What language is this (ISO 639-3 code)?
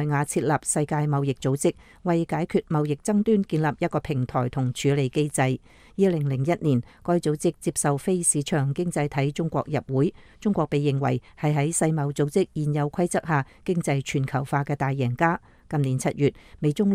yue